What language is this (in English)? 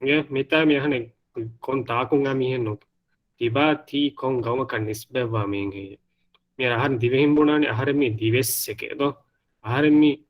Divehi